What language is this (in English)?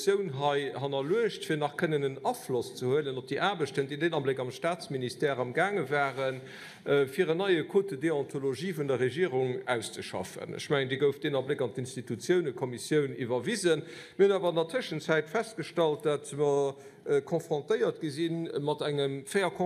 Luxembourgish